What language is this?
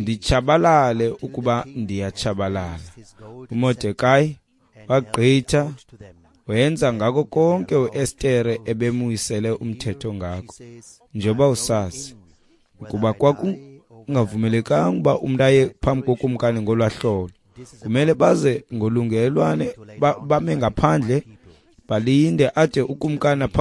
Xhosa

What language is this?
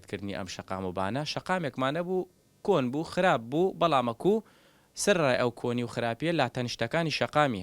Central Kurdish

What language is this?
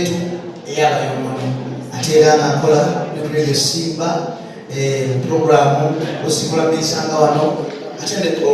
Ganda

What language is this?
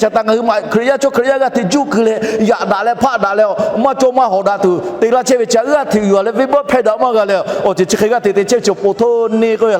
Lahu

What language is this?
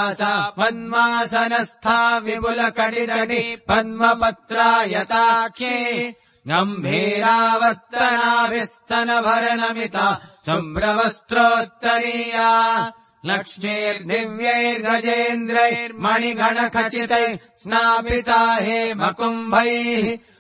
Sanskrit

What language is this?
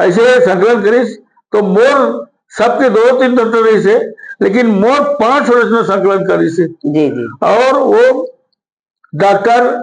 Chhattisgarhi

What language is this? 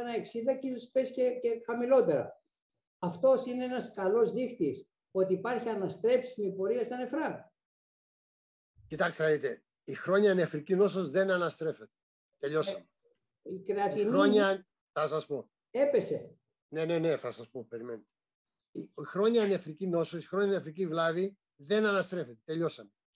Greek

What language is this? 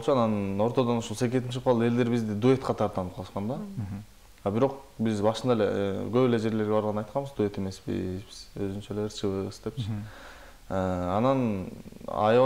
Kyrgyz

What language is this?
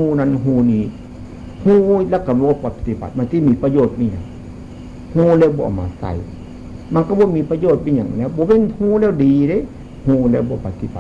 Northeastern Thai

